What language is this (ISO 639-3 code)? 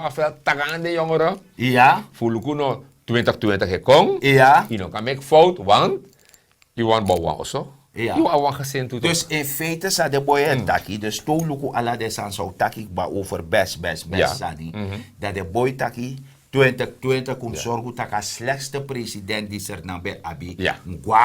srn